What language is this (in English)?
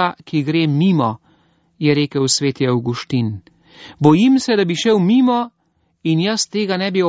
Slovenian